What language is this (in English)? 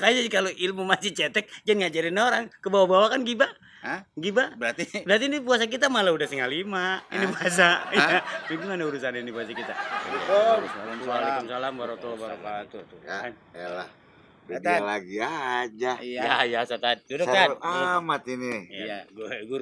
Betawi